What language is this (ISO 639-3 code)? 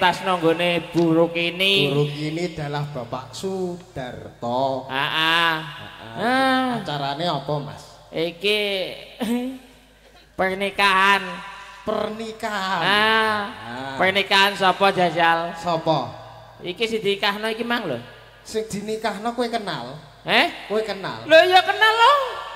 jav